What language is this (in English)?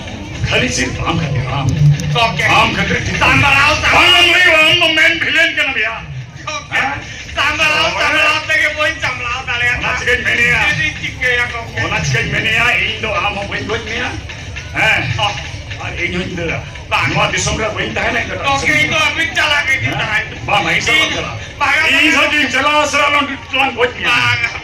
Santali